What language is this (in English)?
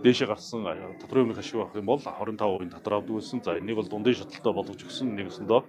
Mongolian